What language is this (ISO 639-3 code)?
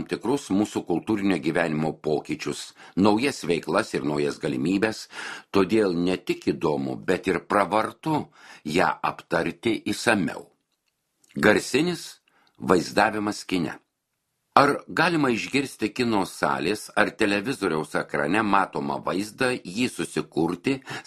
lit